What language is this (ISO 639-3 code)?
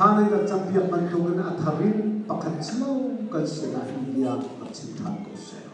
cnh